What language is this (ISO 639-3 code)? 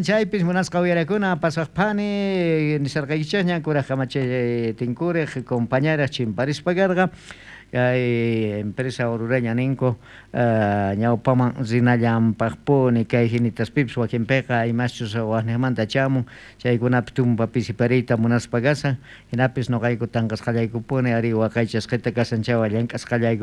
quh